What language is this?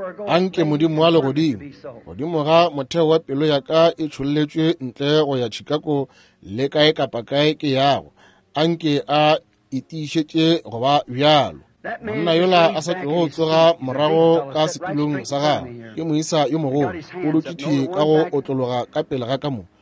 Northern Sotho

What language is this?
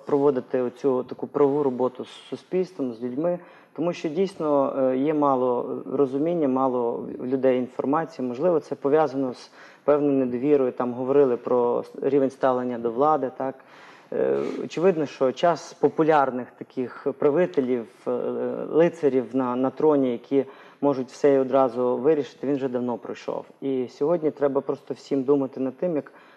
Ukrainian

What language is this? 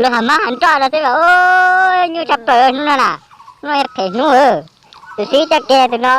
Hmong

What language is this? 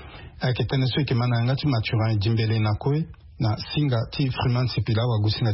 Sango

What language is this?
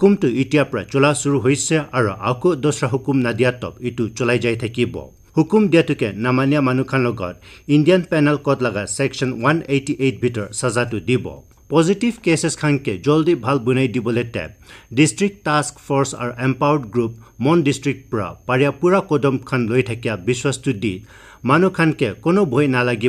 Naga Pidgin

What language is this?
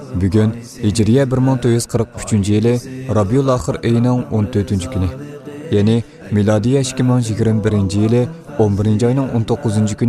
Uyghur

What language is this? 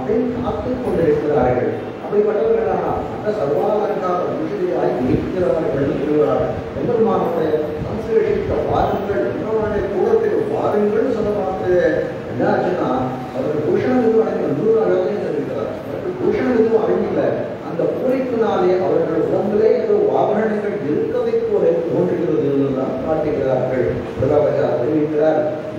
Tamil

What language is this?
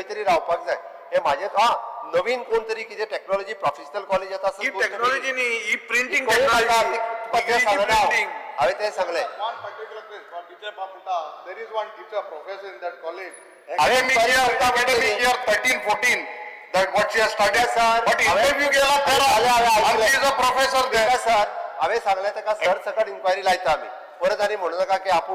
Konkani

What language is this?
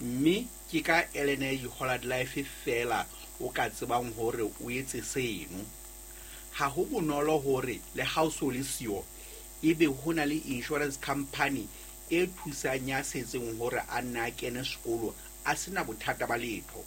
Southern Sotho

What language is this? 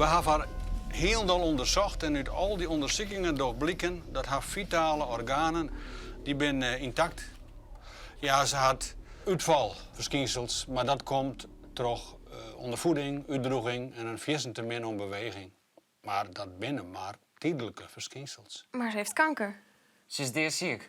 Western Frisian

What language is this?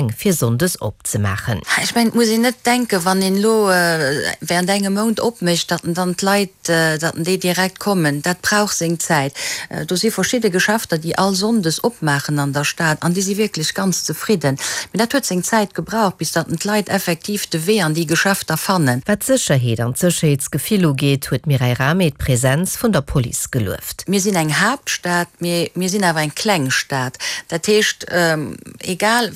Luxembourgish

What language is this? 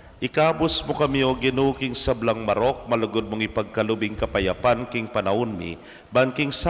Pampanga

